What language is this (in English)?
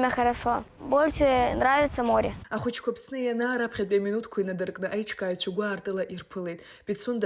Abkhazian